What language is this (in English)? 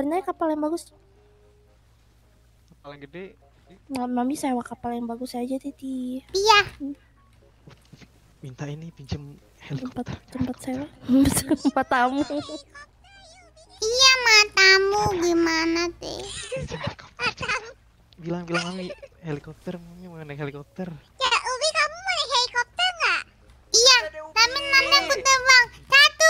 Indonesian